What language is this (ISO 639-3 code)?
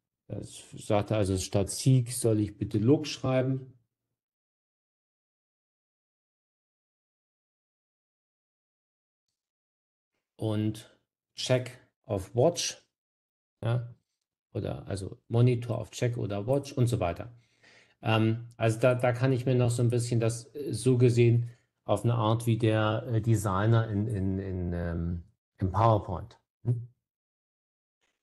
deu